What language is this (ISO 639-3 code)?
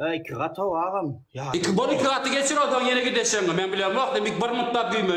tuk